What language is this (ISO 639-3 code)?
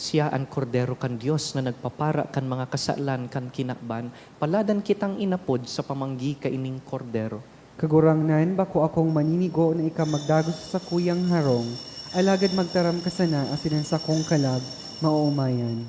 bik